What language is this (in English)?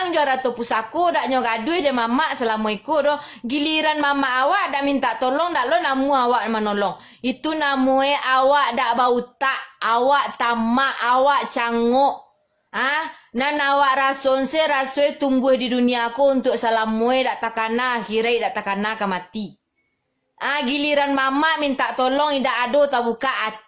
Minangkabau